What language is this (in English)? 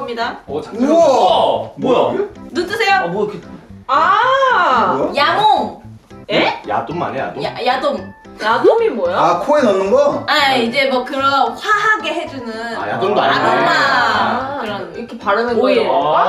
Korean